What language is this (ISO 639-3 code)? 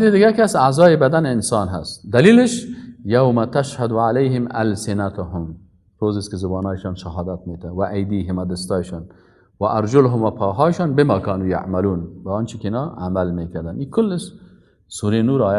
fas